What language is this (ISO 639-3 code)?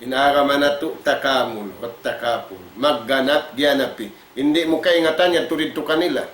tsg